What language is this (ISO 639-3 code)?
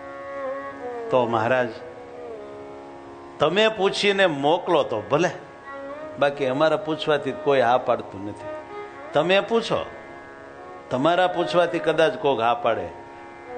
guj